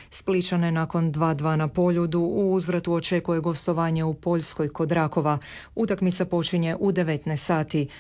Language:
Croatian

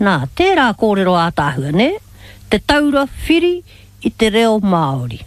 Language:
Māori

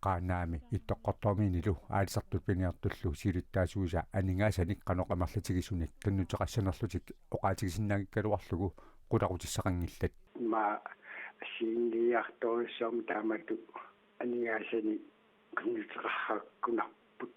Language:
Kalaallisut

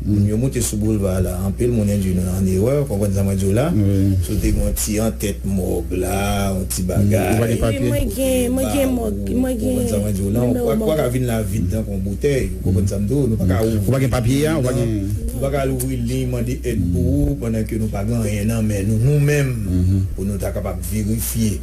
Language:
Haitian Creole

